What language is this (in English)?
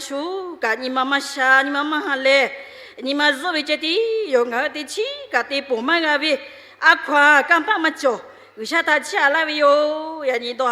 Lahu